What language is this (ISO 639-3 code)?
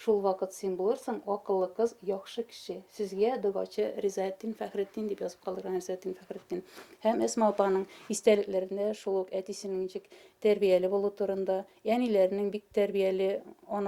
bak